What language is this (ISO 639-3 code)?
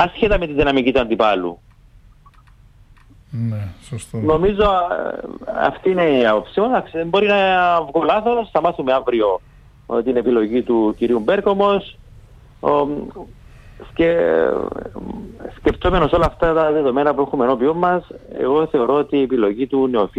ell